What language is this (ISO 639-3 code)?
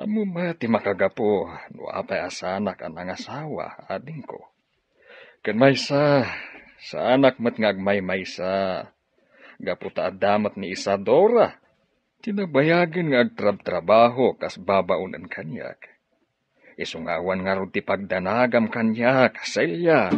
ilo